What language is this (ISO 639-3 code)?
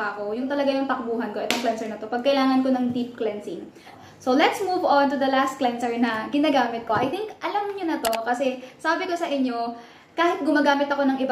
fil